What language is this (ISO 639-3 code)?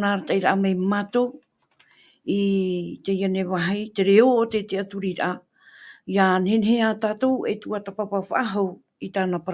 tah